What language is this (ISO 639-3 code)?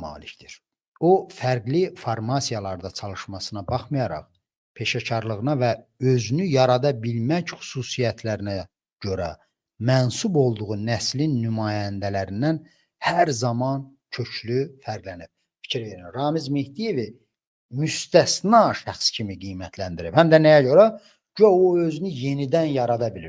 aze